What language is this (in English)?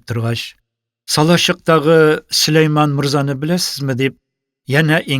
Tatar